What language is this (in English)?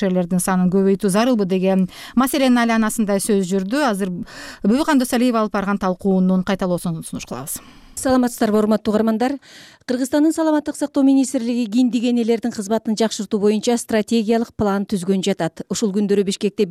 Kyrgyz